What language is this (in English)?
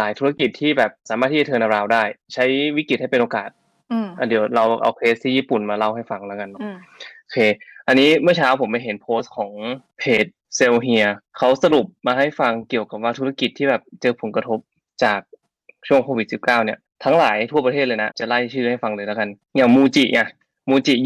Thai